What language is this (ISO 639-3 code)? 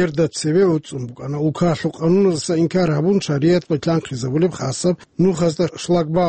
ava